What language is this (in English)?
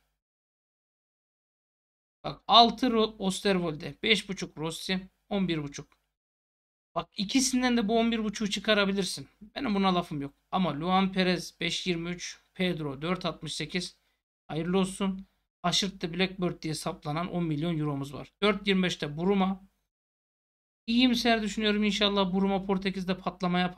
Turkish